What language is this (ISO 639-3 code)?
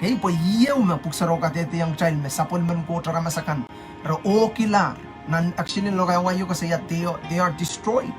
pon